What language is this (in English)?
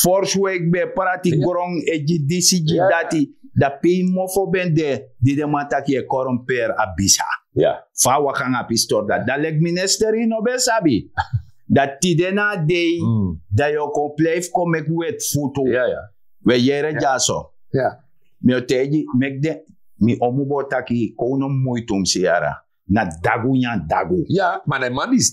Sranan Tongo